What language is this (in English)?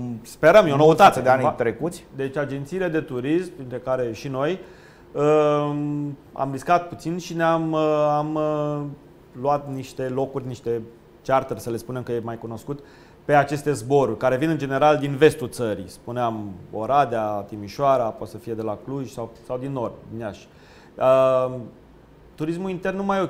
Romanian